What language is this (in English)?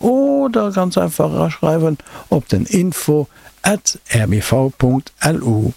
Luxembourgish